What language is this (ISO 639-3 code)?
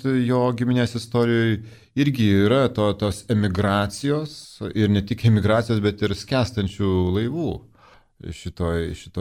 lit